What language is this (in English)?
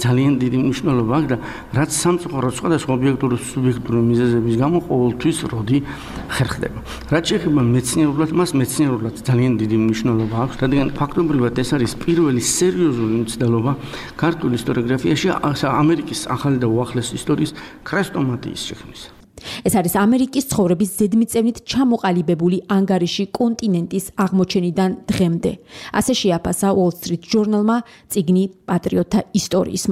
Georgian